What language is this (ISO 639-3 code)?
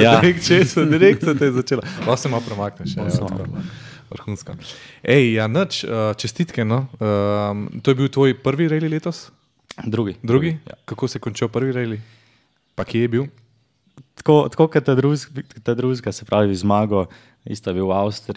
slv